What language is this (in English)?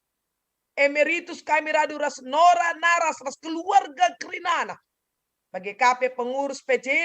Batak Karo